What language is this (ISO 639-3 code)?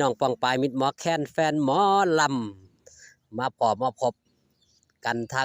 tts